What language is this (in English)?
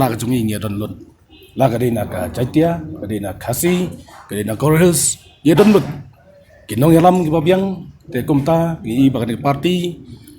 Khasi